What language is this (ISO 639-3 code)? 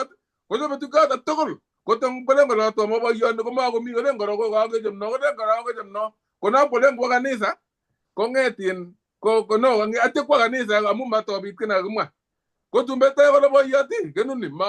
kln